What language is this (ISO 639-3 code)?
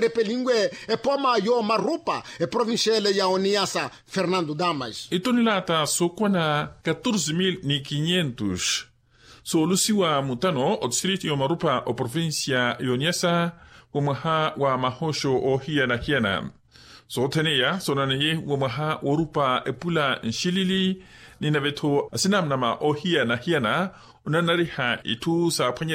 vmw